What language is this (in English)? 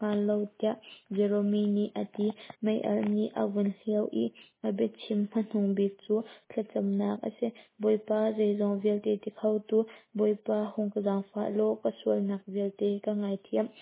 Hakha Chin